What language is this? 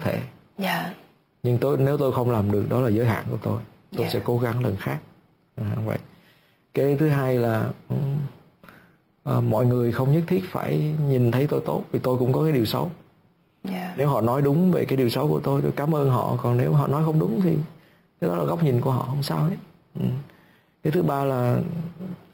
Vietnamese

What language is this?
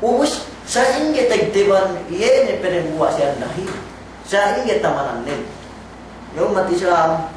Yakan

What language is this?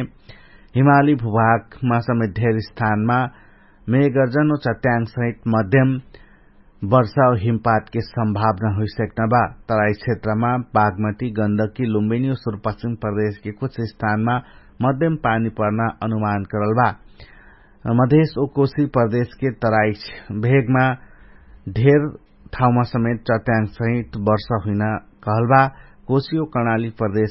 Dangaura Tharu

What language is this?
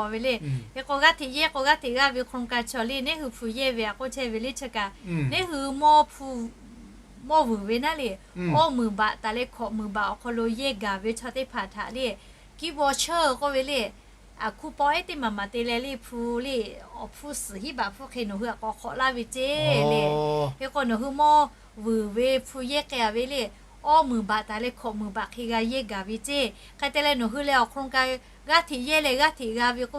Lahu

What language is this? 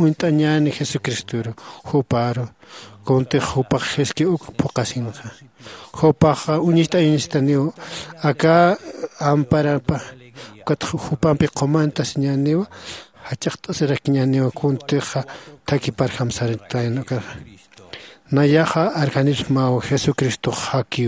Aymara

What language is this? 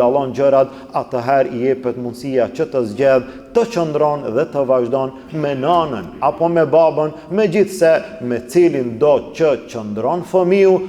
Albanian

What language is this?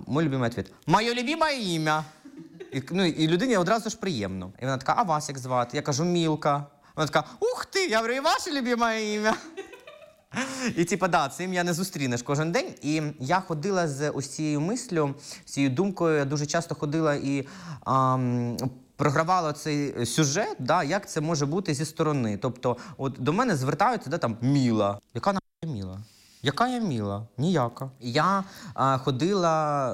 Ukrainian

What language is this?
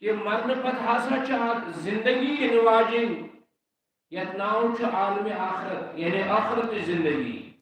Kashmiri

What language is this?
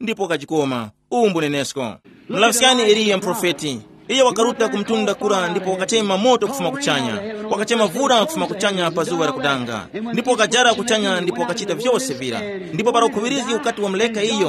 Tumbuka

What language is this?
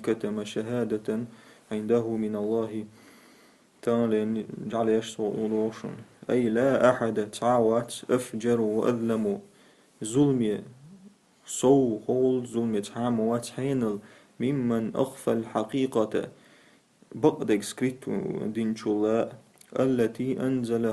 Chechen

